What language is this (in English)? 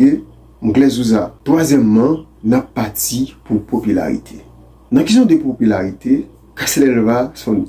Haitian Creole